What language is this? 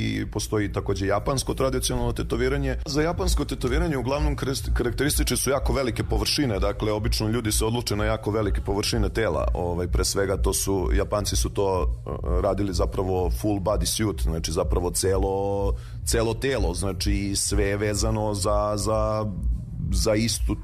Serbian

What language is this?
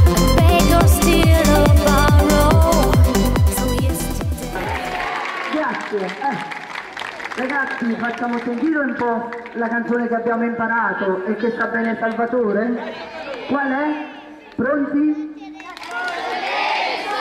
Italian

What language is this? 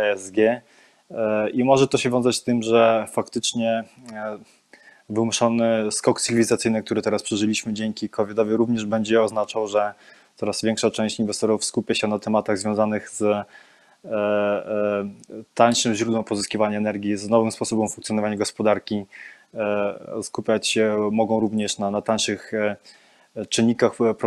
Polish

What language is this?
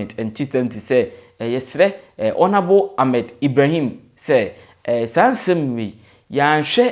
Akan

